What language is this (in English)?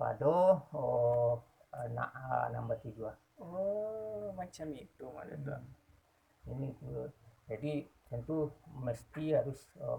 Minangkabau